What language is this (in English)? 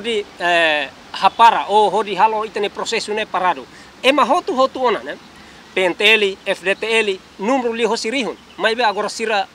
Tetum